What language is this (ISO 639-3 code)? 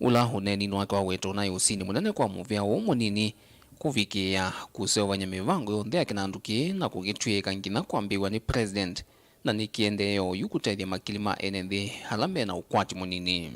kam